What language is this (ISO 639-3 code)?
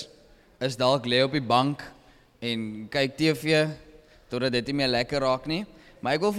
afr